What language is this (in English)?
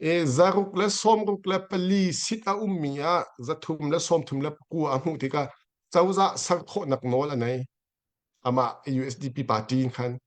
Hakha Chin